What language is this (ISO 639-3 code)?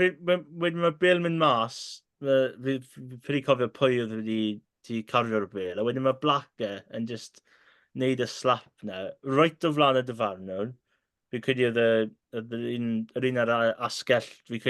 cym